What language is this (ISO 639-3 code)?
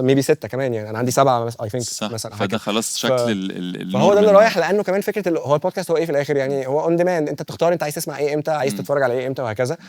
arz